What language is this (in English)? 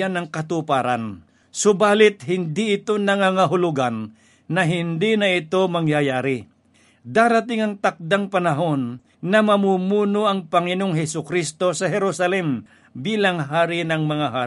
Filipino